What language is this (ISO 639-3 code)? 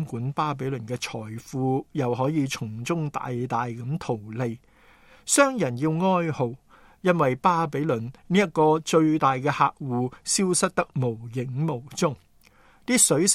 yue